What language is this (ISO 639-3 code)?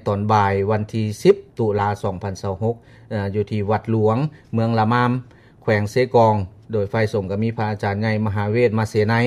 lao